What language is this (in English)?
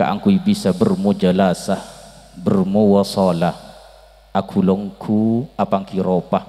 Madurese